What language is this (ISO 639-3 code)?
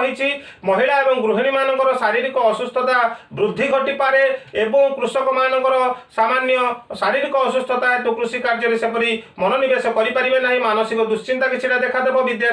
ori